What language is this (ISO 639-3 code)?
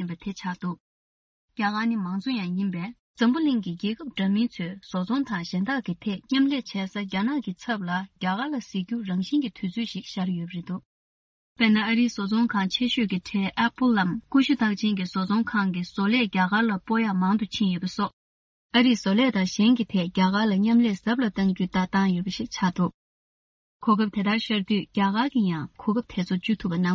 bod